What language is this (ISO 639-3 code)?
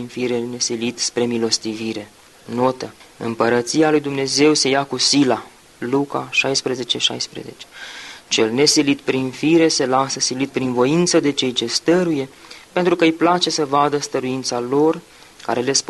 ron